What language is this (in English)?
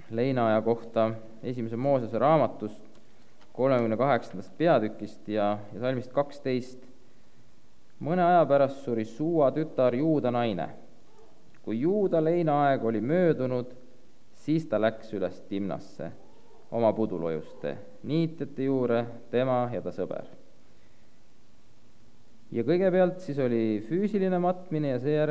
Estonian